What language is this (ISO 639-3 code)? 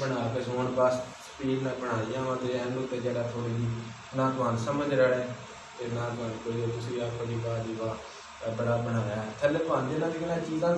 pan